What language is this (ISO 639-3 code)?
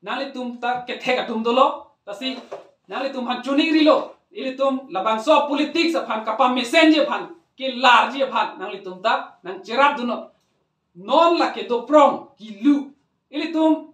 mjw